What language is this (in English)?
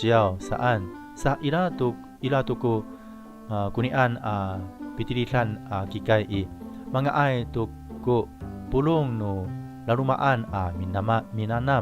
Amis